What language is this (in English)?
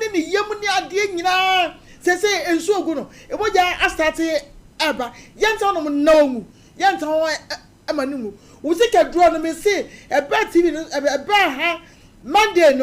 Akan